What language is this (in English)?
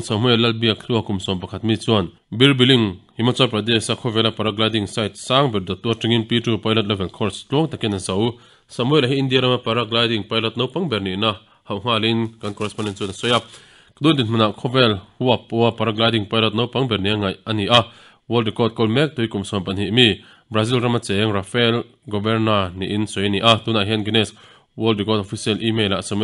Mizo